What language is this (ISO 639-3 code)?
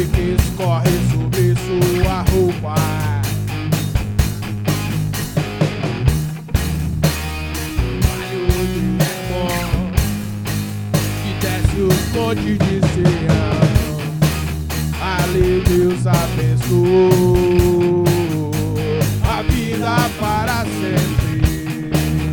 por